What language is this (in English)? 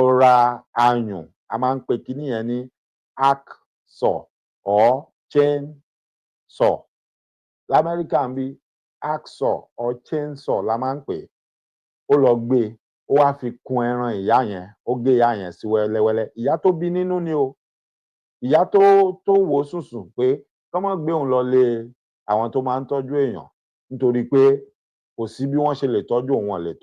Yoruba